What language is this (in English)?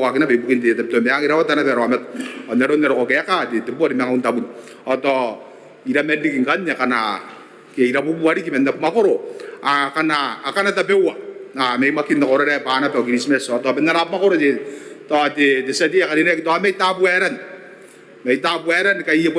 Gilbertese